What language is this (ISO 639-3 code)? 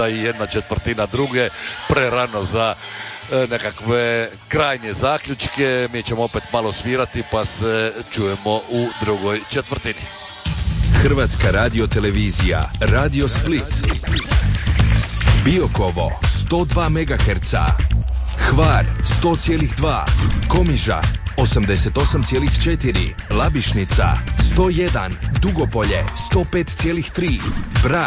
hrv